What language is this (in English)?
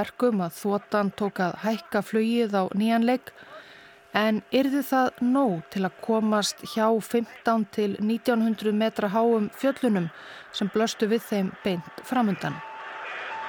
Icelandic